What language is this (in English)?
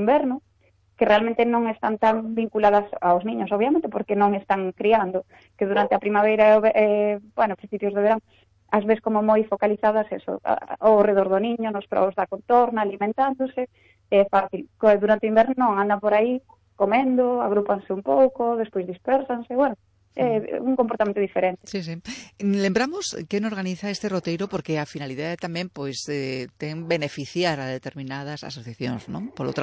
Galician